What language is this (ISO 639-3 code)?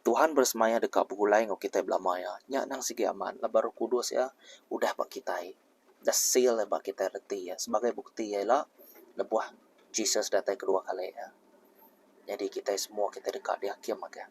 iba